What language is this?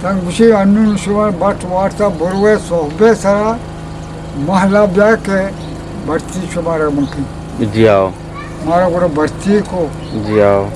Eastern Balochi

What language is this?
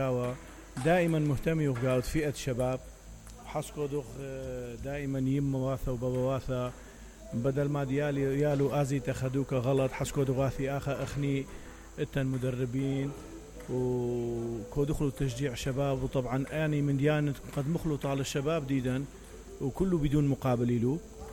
Mesopotamian Arabic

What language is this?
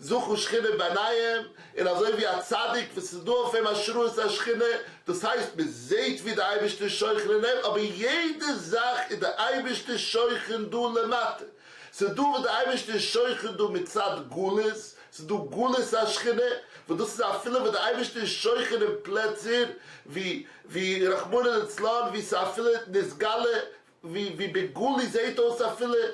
Yiddish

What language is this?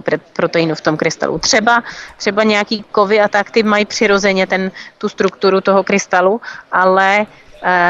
Czech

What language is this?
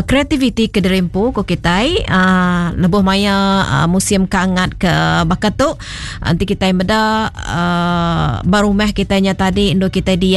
Iban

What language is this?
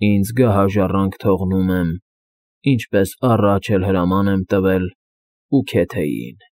Armenian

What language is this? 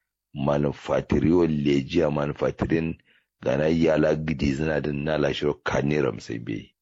Kanuri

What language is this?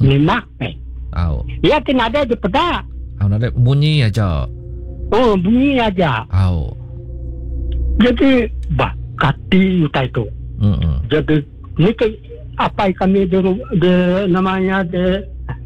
Iban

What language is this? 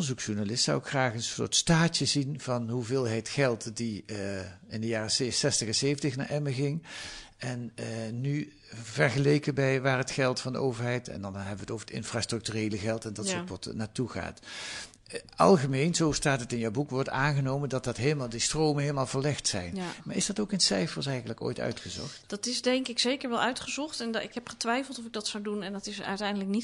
Dutch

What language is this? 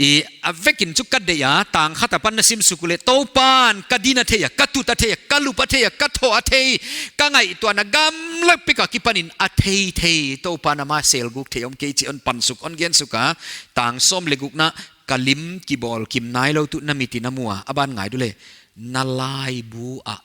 Paite Chin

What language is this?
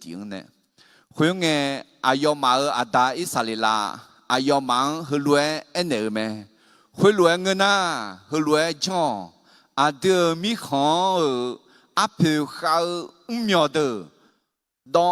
Akha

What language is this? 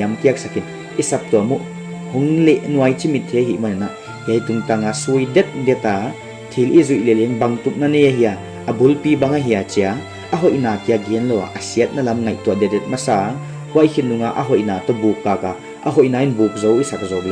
Paite Chin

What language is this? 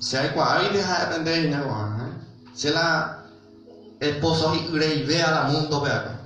Guarani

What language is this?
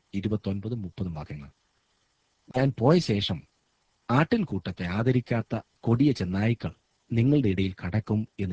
Malayalam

